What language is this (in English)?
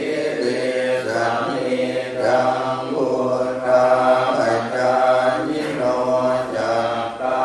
Pali